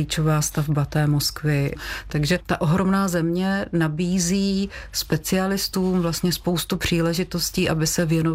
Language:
Czech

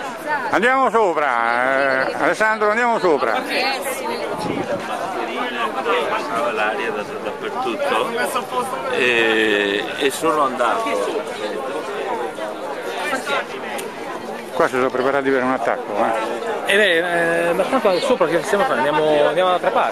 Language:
Italian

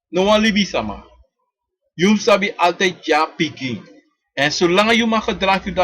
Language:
Sranan Tongo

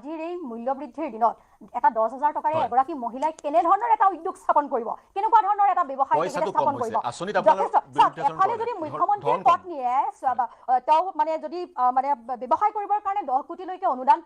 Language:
Assamese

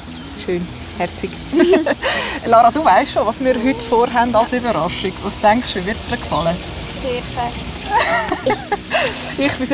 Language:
Swiss German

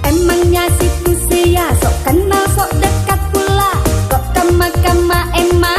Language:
Minangkabau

